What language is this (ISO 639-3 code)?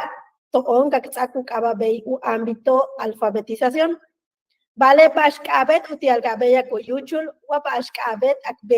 yua